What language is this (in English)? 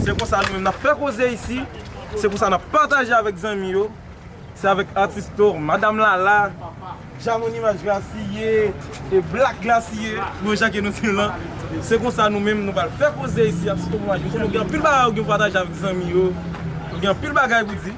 Haitian Creole